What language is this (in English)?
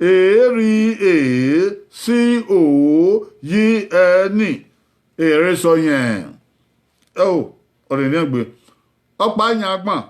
Bini